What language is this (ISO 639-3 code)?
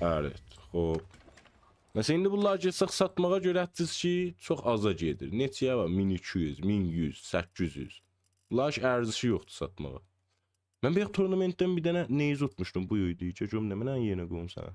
azb